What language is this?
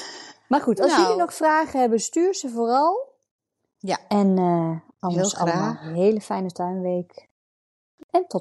Dutch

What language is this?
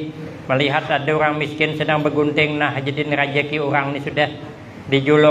Banjar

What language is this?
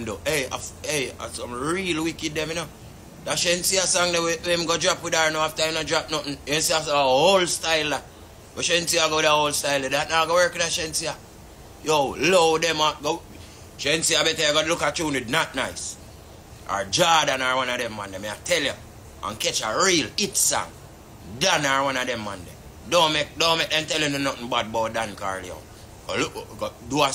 Jamaican Creole English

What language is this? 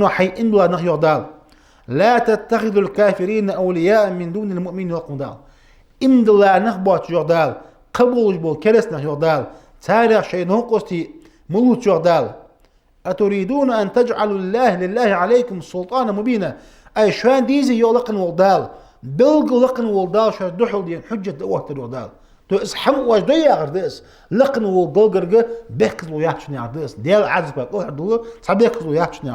Ingush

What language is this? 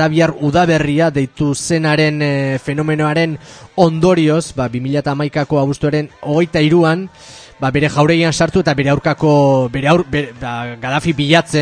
Basque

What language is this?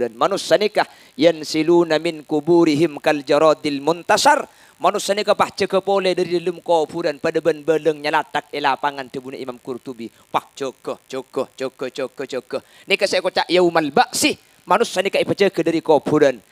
Madurese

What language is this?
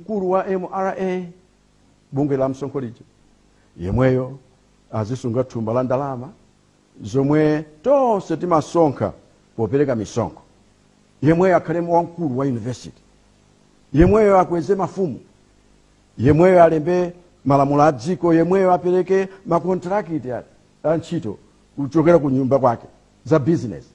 Nyanja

